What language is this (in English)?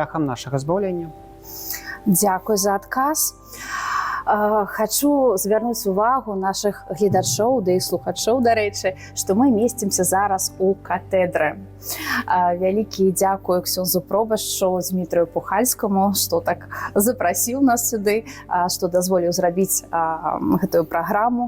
Belarusian